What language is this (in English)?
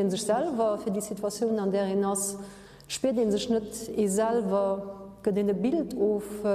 Luxembourgish